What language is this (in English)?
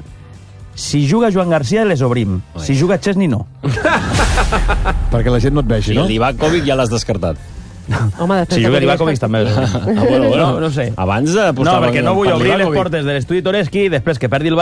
Catalan